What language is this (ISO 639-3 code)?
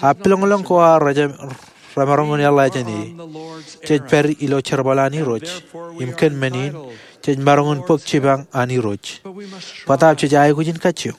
mah